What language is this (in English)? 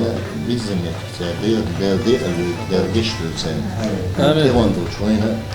Chechen